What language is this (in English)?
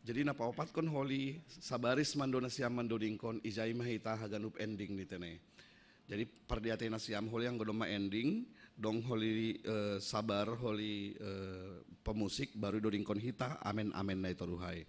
Batak Simalungun